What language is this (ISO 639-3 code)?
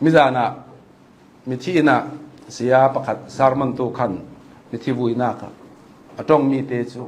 cnh